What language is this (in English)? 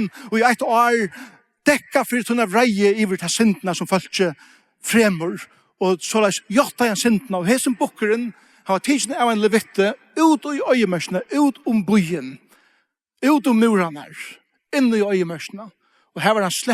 Faroese